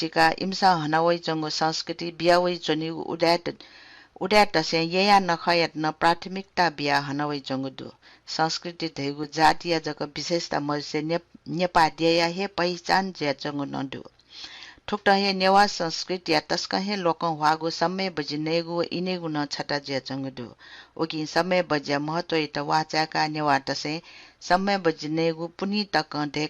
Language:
Newari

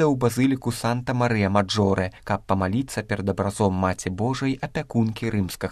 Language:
Belarusian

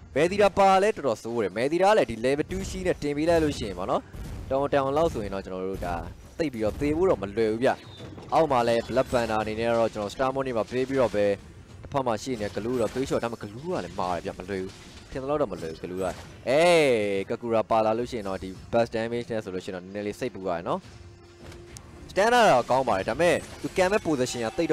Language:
Burmese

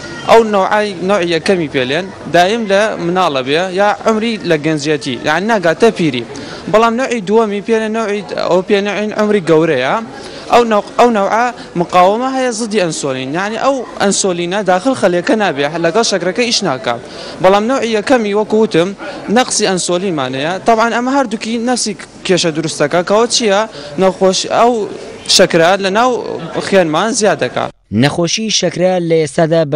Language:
Central Kurdish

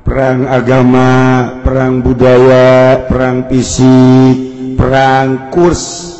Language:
Sundanese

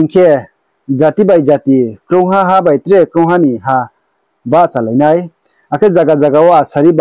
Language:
Riang (India)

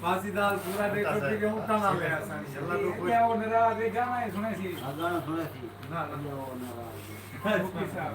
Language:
Saraiki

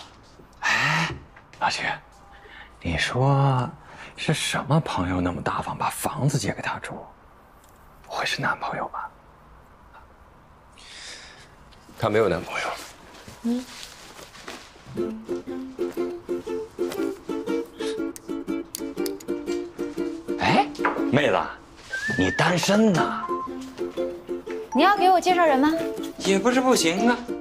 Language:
Chinese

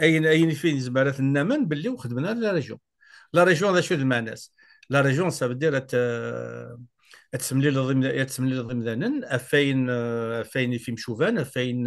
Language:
Kabyle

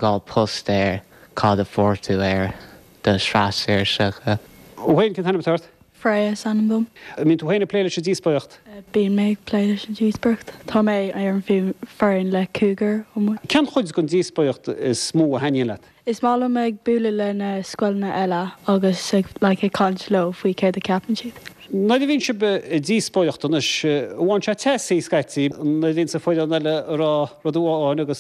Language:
Irish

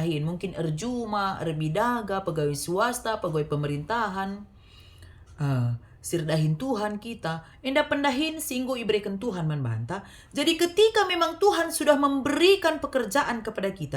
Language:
Batak Karo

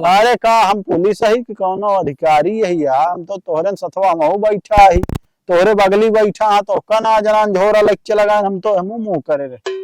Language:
Awadhi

